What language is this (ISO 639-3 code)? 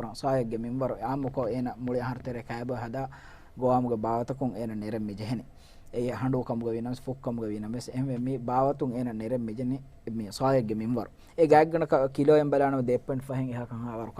div